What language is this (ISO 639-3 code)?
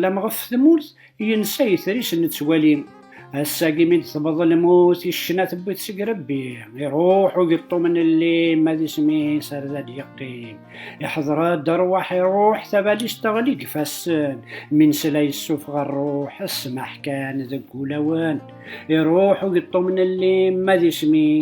kab